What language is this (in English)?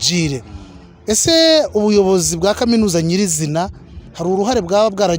Kinyarwanda